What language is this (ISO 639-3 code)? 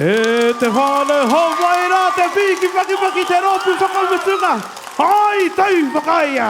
mri